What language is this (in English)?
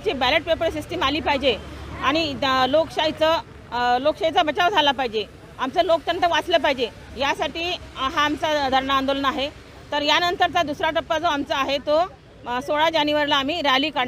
Marathi